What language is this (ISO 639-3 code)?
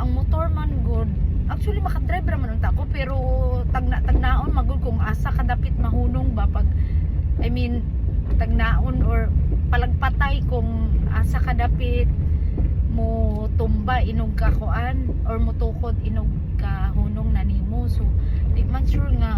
ceb